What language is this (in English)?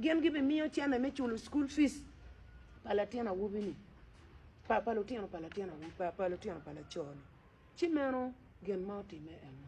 Acoli